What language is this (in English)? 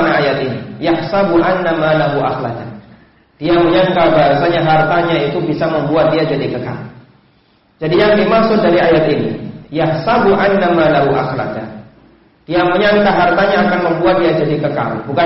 Indonesian